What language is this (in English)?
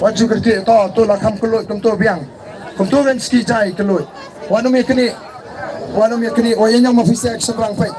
Khasi